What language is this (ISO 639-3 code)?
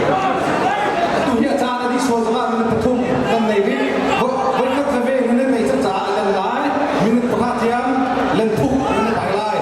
cnh